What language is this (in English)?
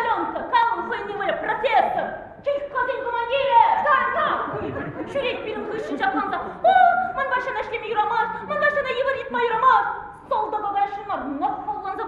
Chuvash